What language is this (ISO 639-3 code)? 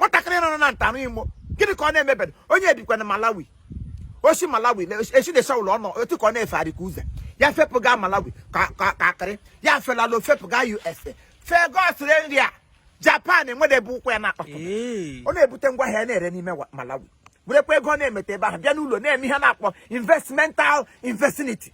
ibo